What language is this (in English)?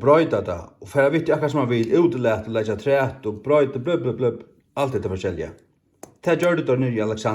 Faroese